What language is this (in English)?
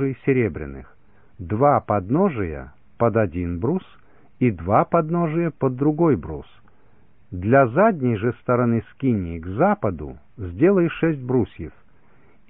Russian